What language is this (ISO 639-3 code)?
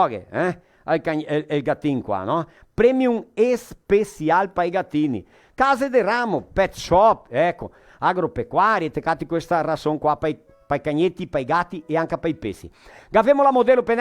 vec